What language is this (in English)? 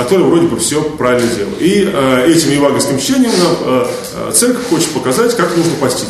Russian